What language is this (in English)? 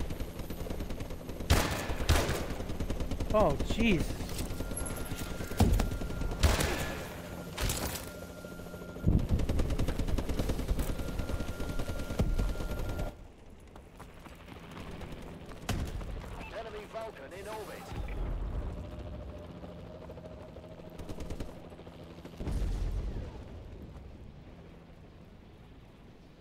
English